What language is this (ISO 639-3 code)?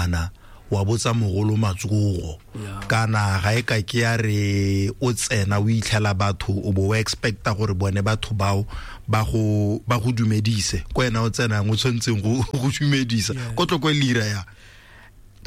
tsn